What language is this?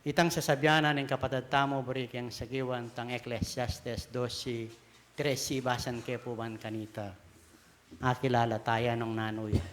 Pampanga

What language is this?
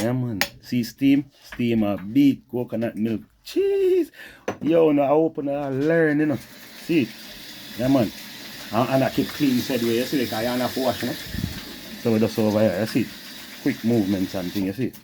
Jamaican Creole English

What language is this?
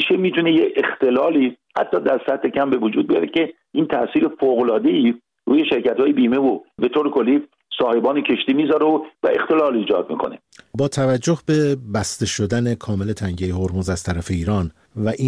Persian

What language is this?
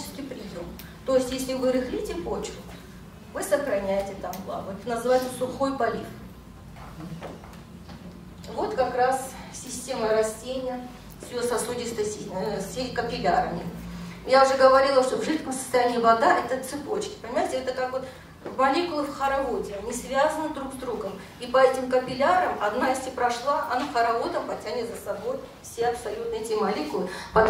Russian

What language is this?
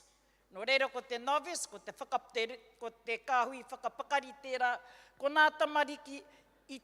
Māori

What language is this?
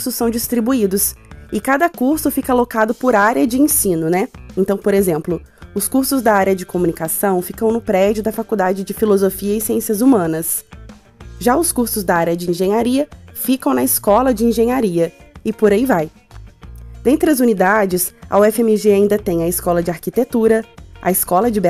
Portuguese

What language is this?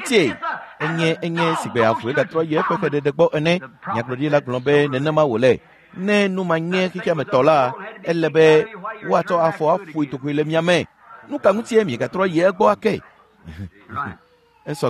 Ewe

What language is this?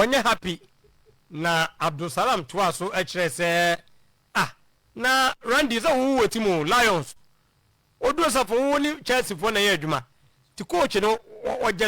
Akan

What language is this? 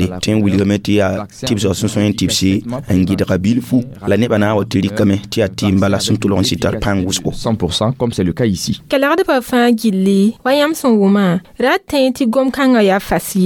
Mossi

